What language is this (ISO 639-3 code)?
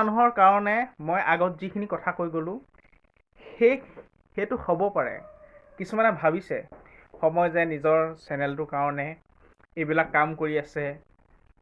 asm